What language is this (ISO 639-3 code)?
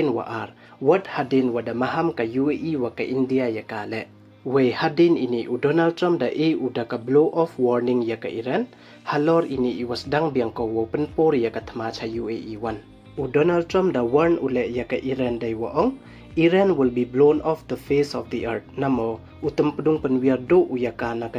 pbv